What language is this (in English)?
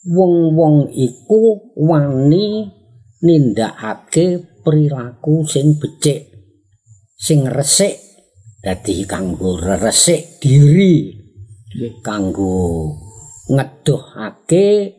Javanese